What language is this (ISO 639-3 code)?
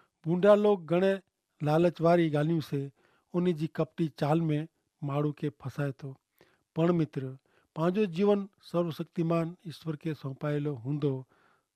kfr